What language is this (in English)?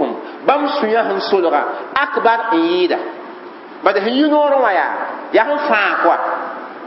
Mossi